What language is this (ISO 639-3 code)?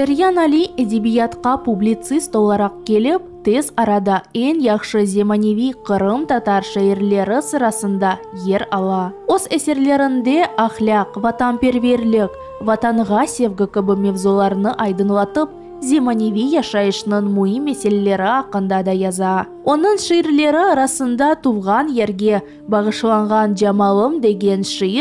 crh